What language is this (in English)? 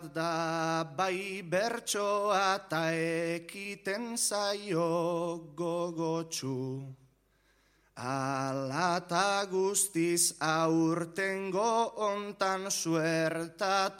Basque